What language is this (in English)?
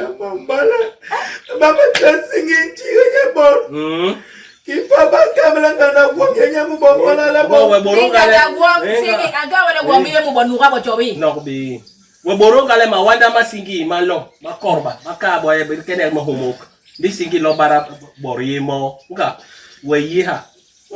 Basaa